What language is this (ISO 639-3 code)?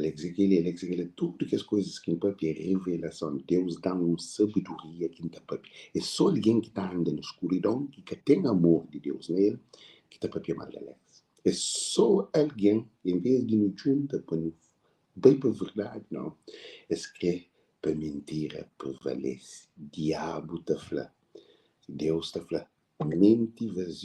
kea